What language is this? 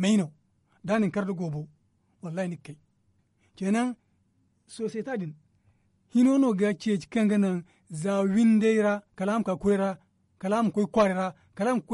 Zarma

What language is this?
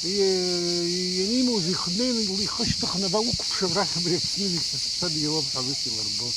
Abkhazian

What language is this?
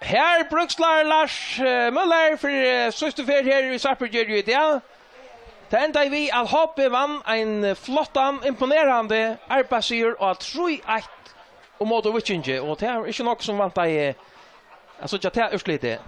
Faroese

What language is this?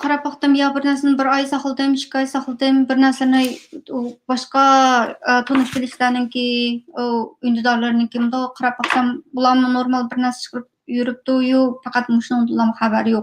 Uyghur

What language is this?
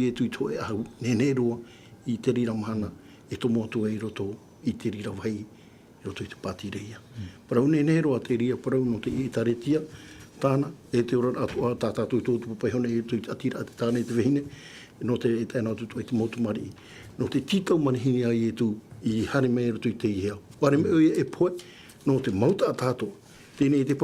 Tahitian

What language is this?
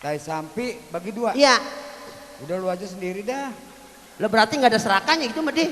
Betawi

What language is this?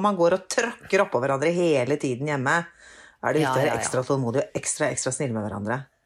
Norwegian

